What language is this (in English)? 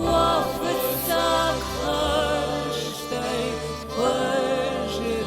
Ossetic